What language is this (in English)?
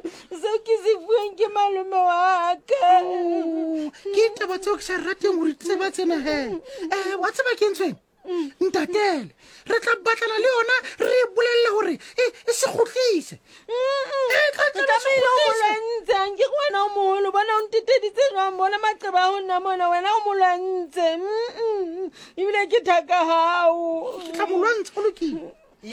Southern Sotho